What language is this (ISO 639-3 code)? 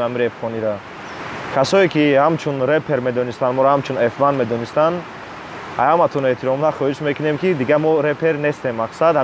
tgk